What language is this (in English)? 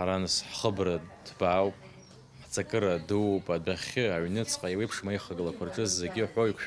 Abkhazian